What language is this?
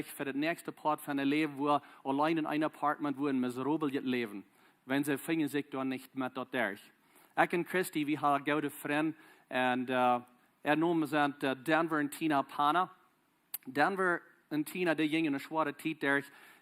Plautdietsch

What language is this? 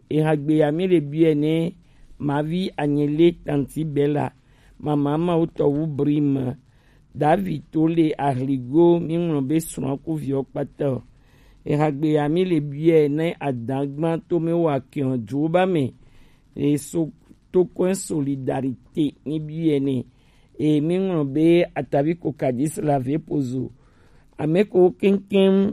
Gen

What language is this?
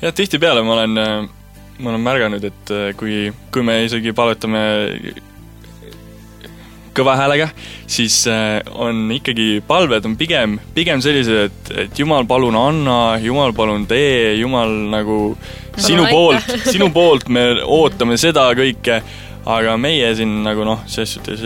Estonian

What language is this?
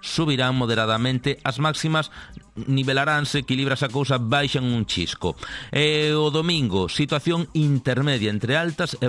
Galician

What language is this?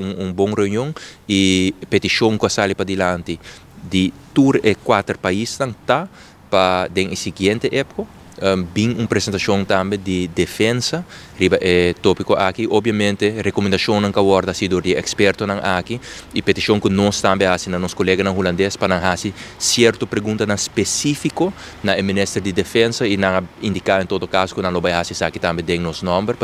Papiamento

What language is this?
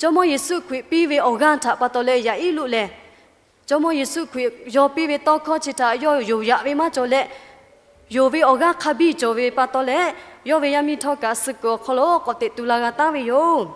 Lahu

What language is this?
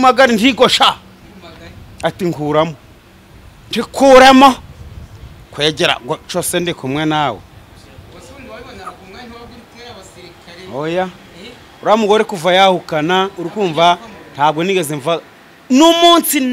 Kinyarwanda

